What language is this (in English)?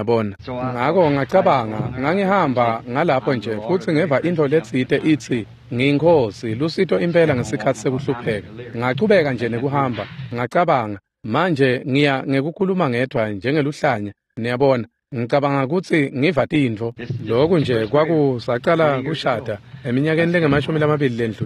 Swati